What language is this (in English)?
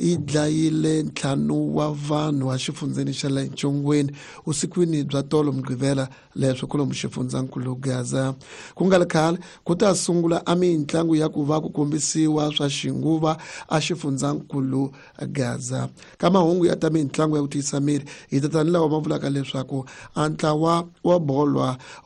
Tsonga